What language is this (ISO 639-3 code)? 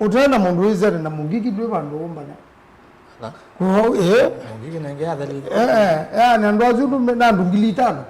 kam